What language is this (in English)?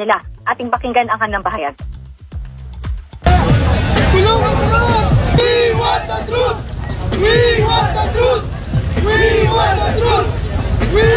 Filipino